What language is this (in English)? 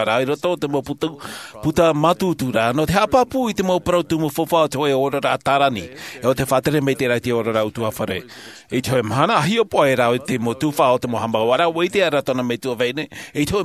Tahitian